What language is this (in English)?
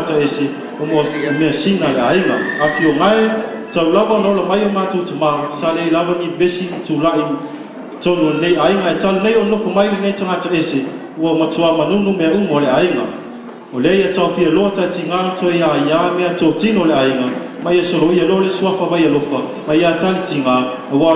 Samoan